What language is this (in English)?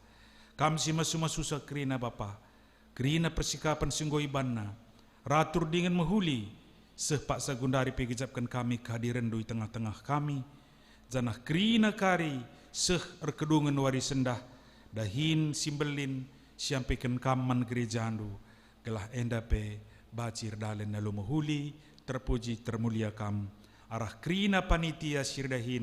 Batak Karo